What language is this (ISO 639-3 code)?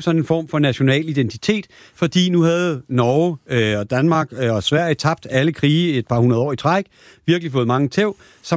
dan